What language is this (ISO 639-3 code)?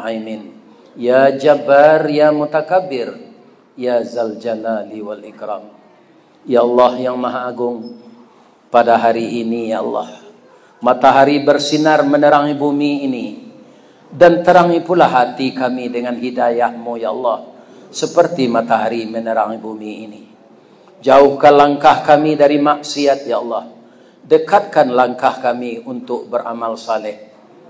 min